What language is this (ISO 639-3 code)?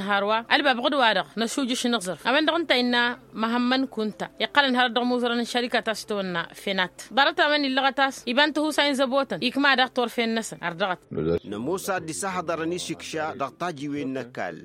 taq